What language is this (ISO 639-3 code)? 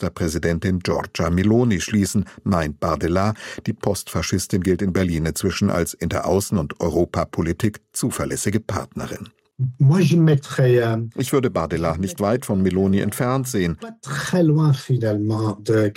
deu